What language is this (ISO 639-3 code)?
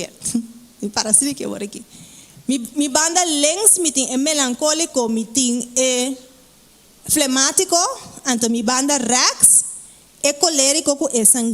pap